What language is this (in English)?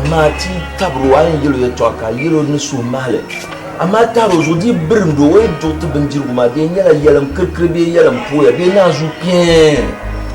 Dagbani